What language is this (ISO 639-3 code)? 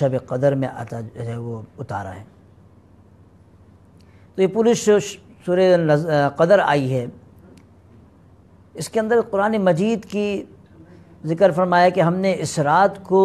urd